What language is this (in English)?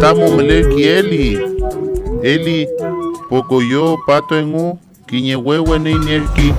Mapuche